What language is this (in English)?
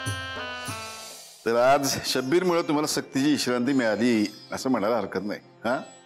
Marathi